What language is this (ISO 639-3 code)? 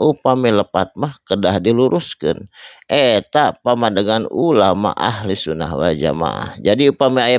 sun